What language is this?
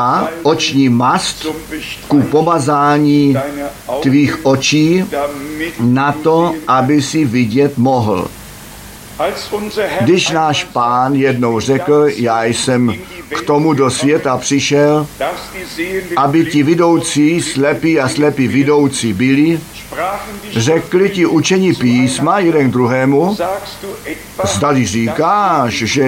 Czech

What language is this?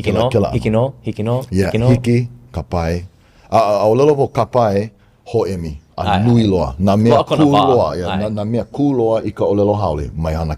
Hawaiian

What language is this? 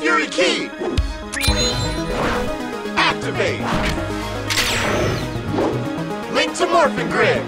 English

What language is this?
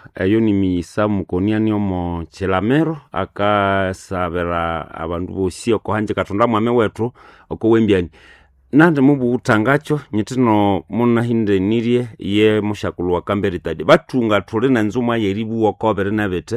Nande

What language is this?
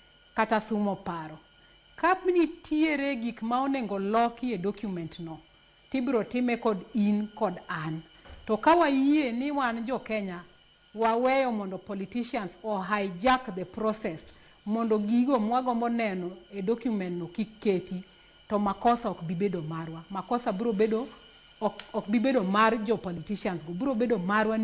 Luo (Kenya and Tanzania)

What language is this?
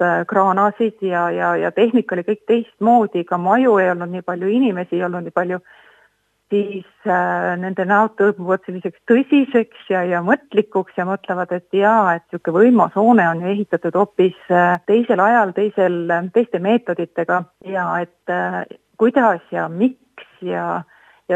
Estonian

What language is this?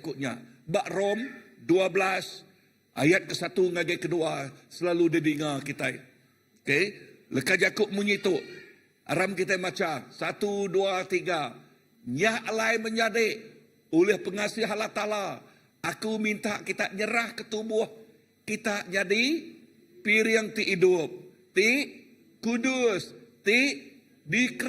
Iban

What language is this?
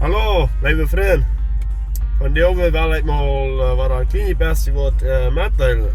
Plautdietsch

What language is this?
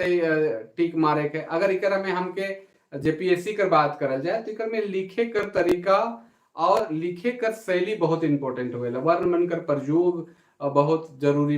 Sadri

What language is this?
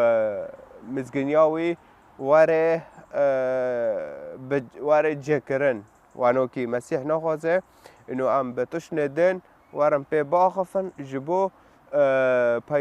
Kurdish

